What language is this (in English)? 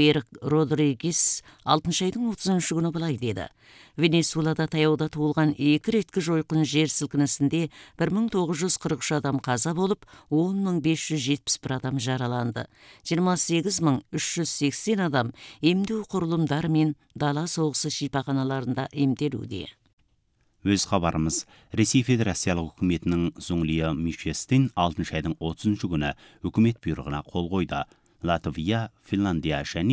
Kazakh